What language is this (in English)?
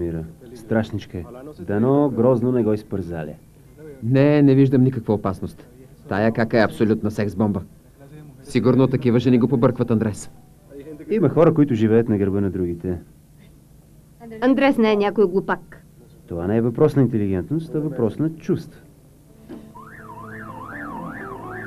Bulgarian